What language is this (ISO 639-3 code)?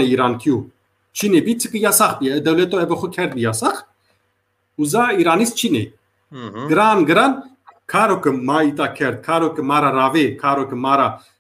zza